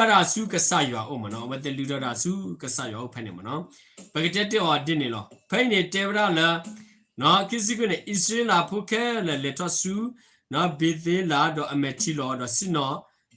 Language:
S'gaw Karen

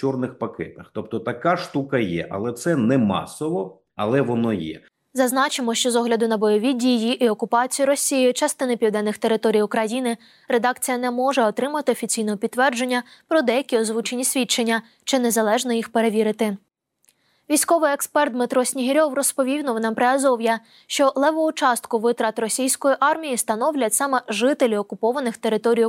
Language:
Ukrainian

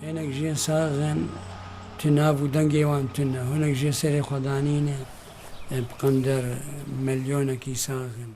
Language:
Kurdish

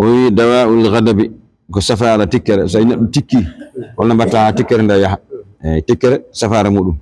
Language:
Fula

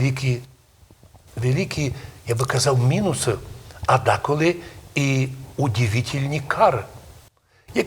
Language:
Rusyn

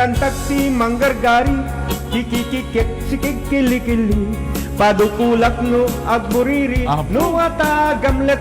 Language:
Iloko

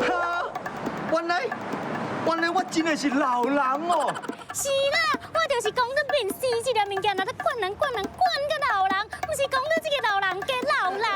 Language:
Min Nan Chinese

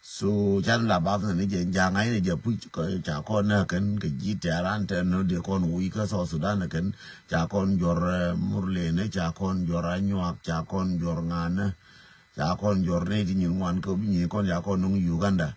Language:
Nuer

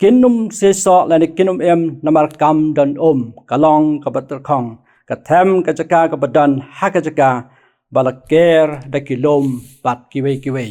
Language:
Khasi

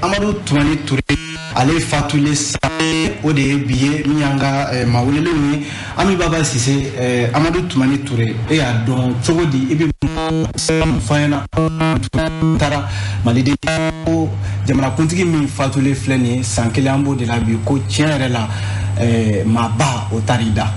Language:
Bambara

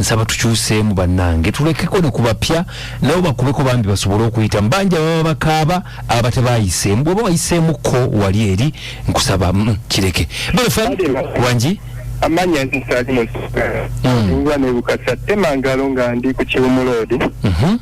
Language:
Ganda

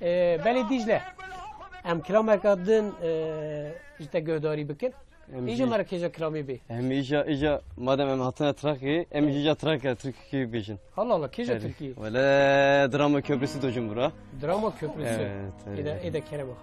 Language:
Kurdish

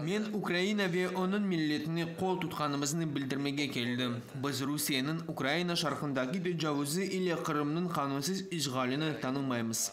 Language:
Crimean Tatar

